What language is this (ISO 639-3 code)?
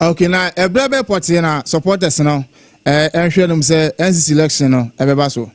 aka